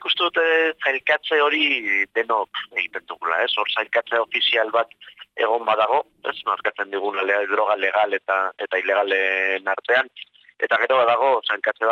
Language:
Basque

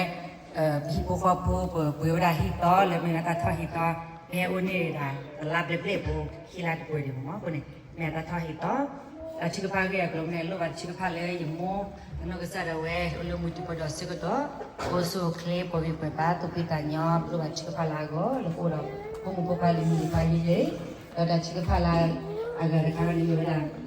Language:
S'gaw Karen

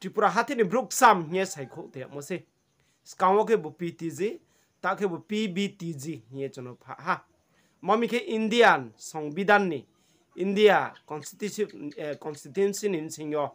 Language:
Riang (India)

